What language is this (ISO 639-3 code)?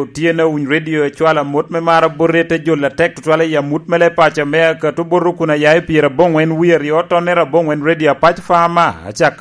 laj